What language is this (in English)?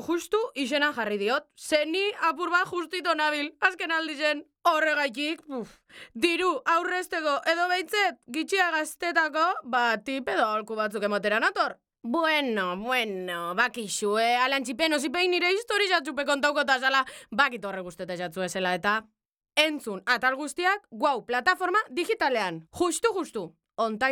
Basque